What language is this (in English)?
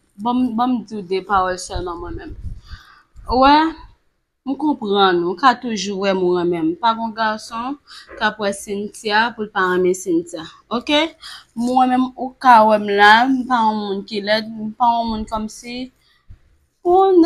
Haitian Creole